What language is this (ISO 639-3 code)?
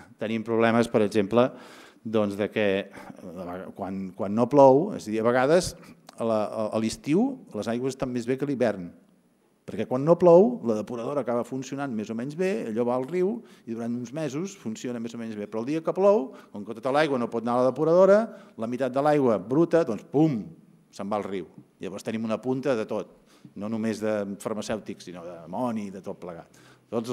cat